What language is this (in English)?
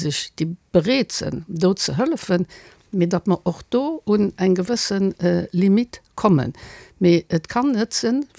Luxembourgish